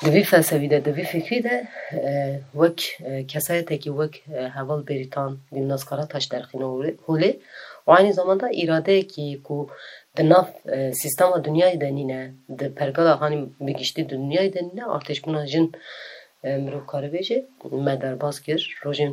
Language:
Kurdish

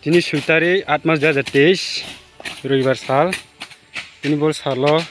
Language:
Riang (India)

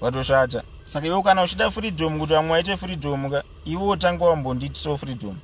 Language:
Shona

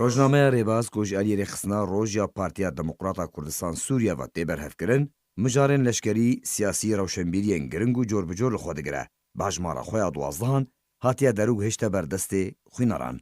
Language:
Kurdish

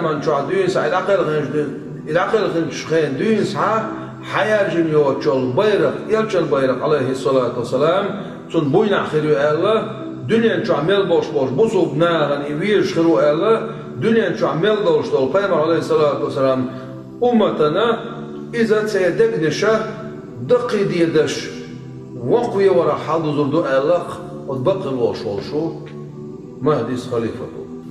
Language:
Chechen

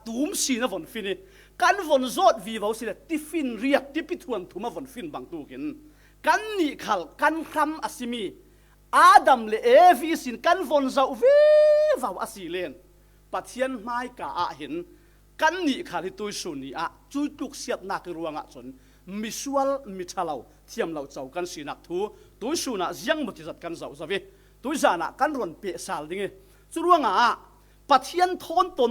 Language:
Falam Chin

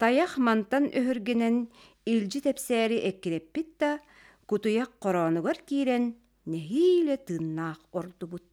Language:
Yakut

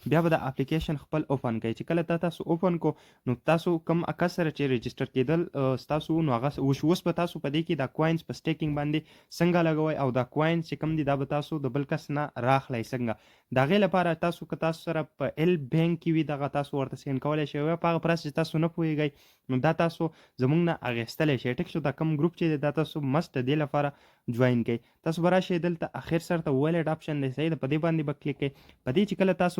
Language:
Pashto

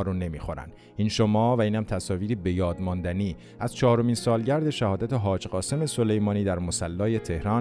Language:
Persian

